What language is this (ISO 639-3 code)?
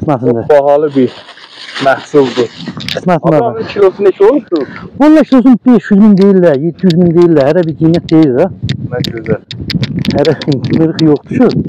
azb